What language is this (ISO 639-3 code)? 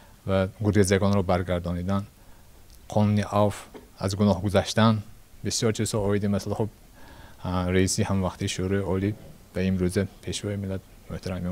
tgk